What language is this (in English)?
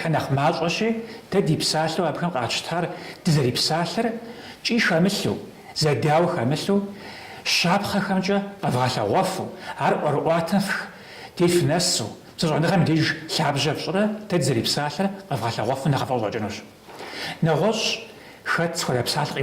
Kabardian